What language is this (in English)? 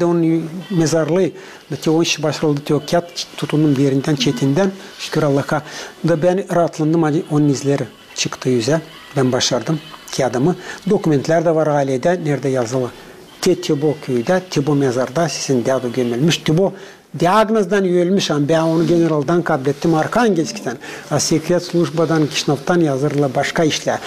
Gagauz